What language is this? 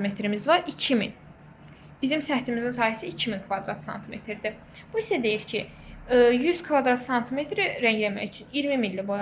Azerbaijani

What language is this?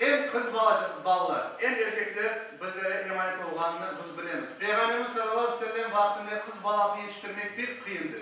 Crimean Tatar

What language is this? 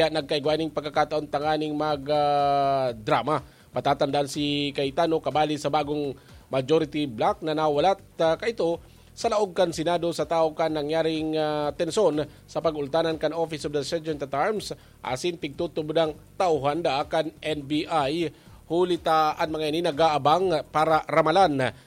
Bikol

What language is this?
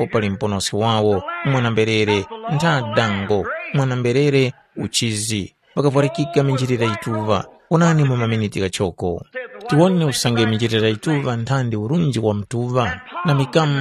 Tumbuka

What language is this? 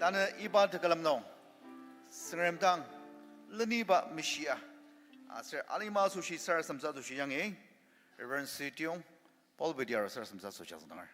Ao Naga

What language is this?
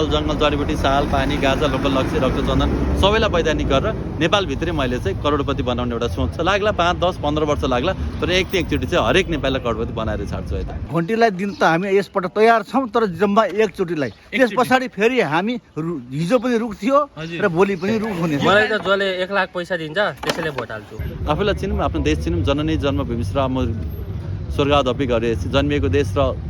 Nepali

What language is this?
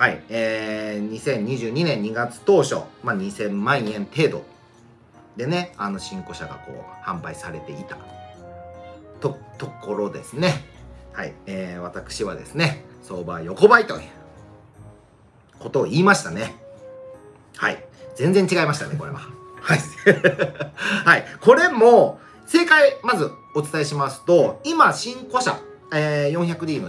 Japanese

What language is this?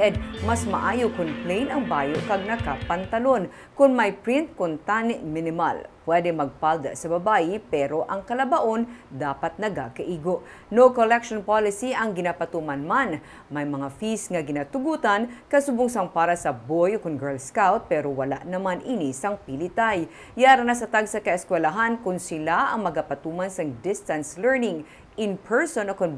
Hiligaynon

